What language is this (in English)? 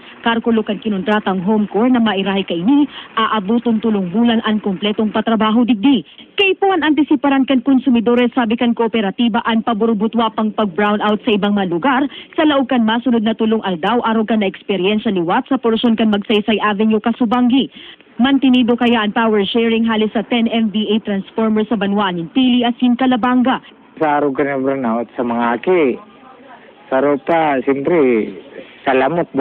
Bikol